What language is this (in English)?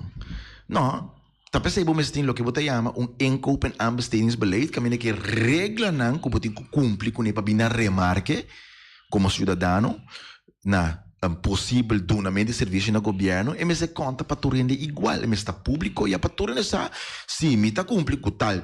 Papiamento